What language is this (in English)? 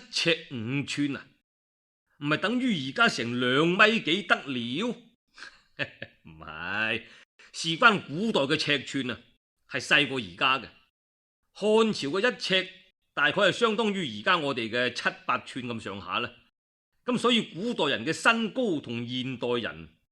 Cantonese